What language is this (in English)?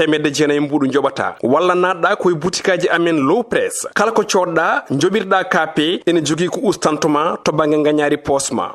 Fula